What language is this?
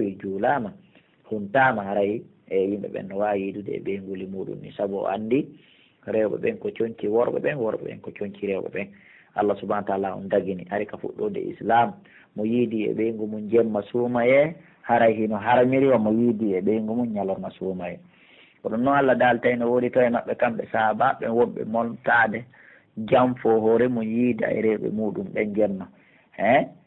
Pular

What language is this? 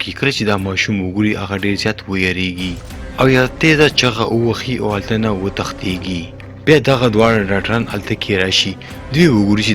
Pashto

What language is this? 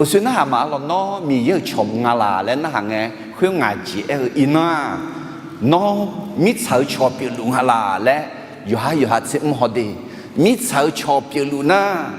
Akha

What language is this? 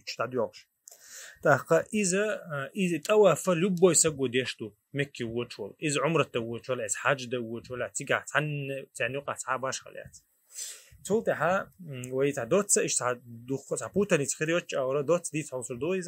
Chechen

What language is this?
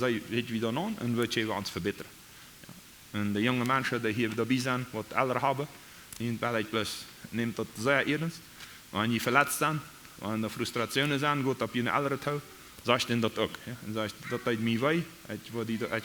Plautdietsch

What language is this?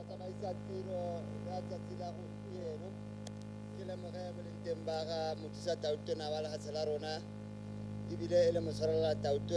Tswana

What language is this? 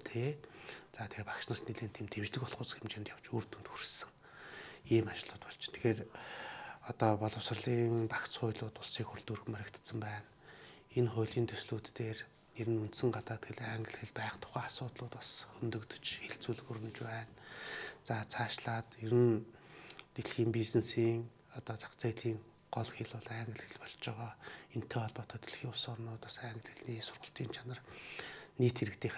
Mongolian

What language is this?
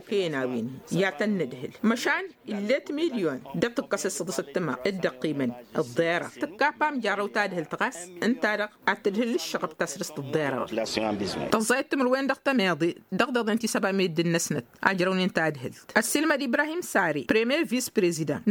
Tamasheq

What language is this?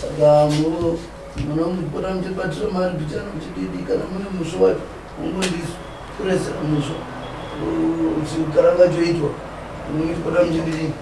Shona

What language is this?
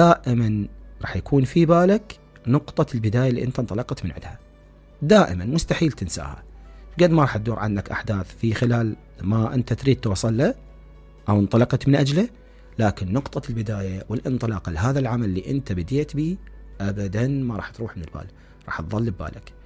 Mesopotamian Arabic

